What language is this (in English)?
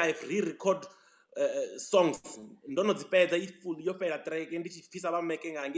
Venda